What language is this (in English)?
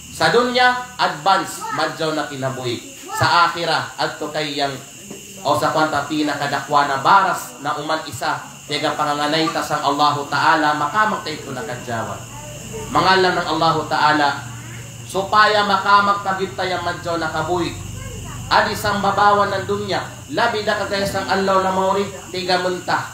Kalagan